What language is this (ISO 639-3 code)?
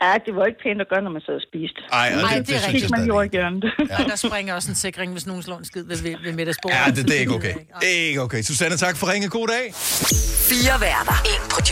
dan